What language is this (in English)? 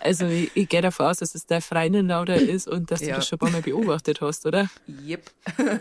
Bavarian